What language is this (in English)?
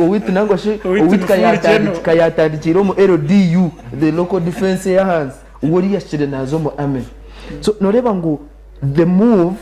Nyankole